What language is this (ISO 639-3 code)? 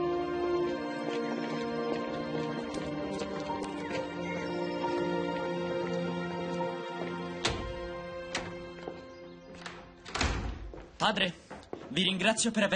ita